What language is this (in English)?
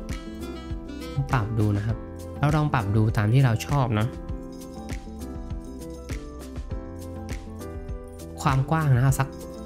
Thai